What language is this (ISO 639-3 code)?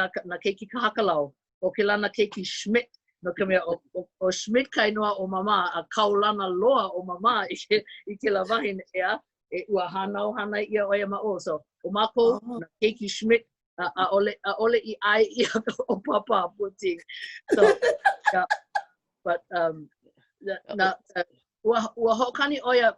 haw